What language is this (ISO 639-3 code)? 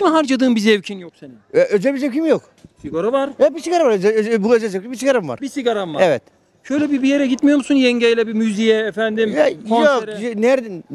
tur